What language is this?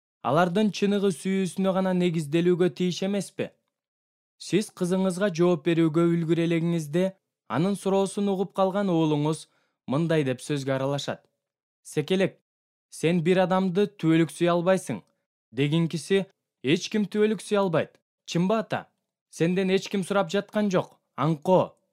Kyrgyz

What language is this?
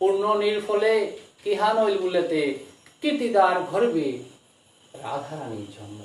Bishnupriya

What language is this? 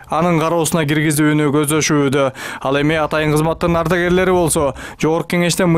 Kyrgyz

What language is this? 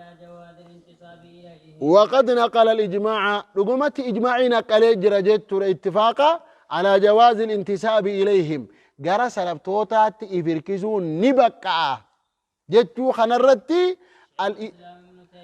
Oromo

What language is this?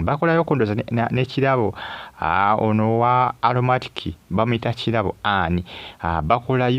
Ganda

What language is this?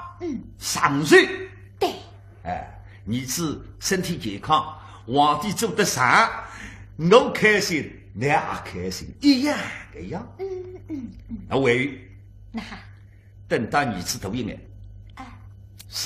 Wu Chinese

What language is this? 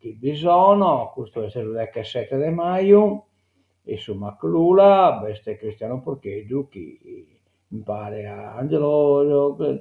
Sardinian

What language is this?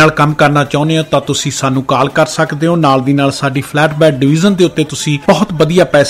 Punjabi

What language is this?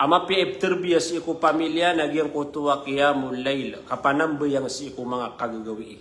Maranao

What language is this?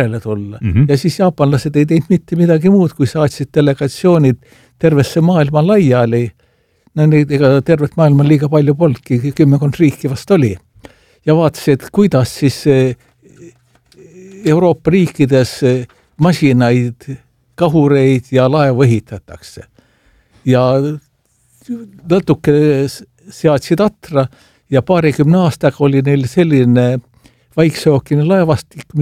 Estonian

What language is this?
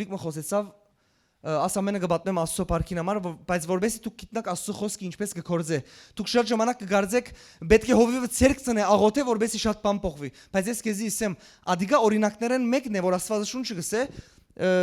Western Armenian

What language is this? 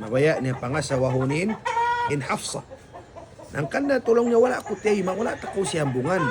Tausug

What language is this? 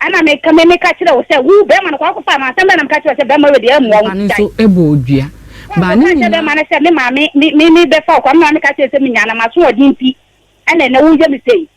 Akan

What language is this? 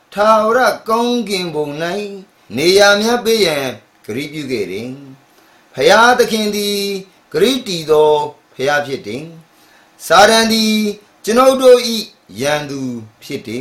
Burmese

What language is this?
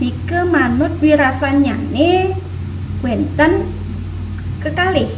Balinese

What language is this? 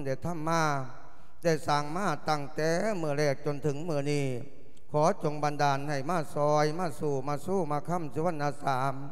Lao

